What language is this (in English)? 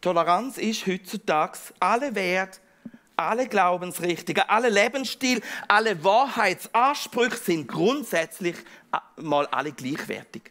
Swiss German